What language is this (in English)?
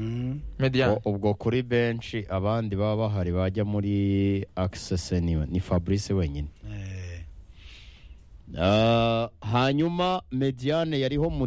Kinyarwanda